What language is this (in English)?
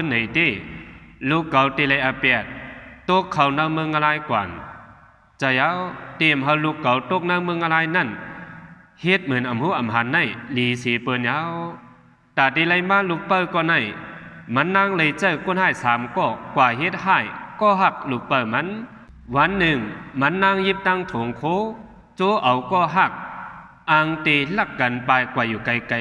Shan